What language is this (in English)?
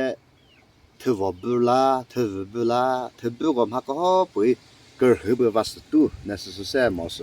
Chokri Naga